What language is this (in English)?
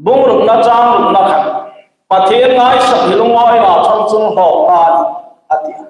Hmar